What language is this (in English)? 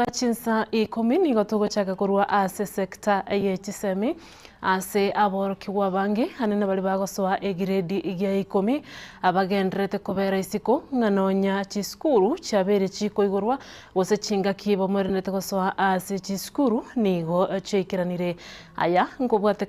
Gusii